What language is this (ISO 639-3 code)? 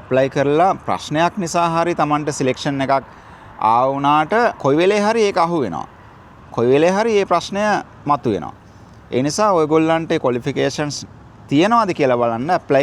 sin